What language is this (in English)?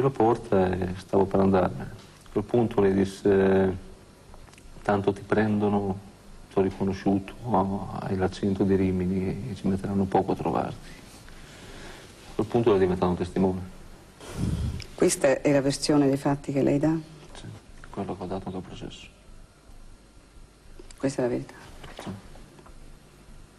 Italian